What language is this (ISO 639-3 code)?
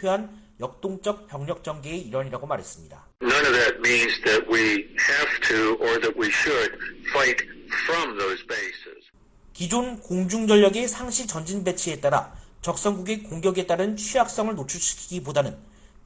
kor